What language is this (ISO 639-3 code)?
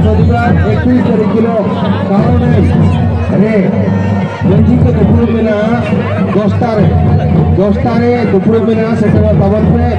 sat